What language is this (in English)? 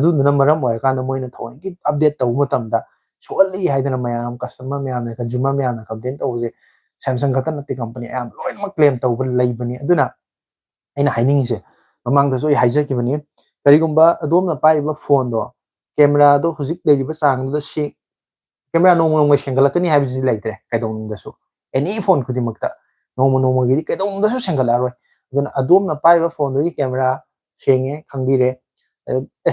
Manipuri